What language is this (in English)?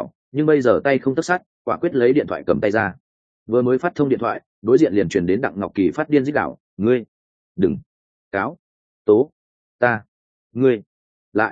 Vietnamese